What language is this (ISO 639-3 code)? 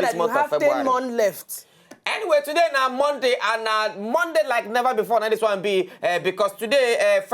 pcm